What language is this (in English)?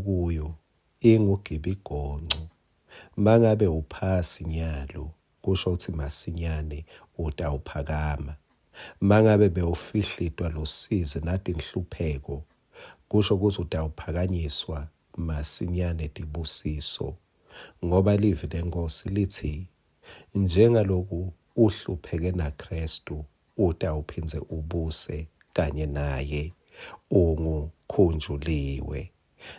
Swati